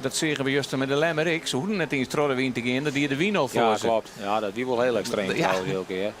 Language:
Western Frisian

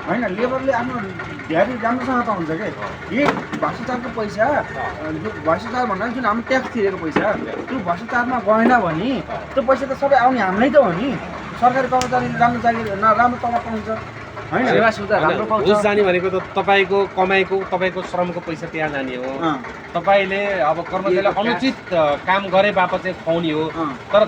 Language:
Nepali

